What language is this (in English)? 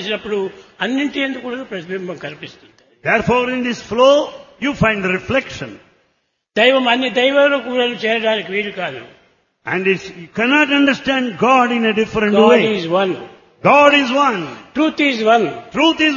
Telugu